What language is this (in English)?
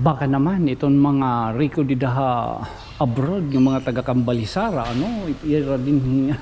Waray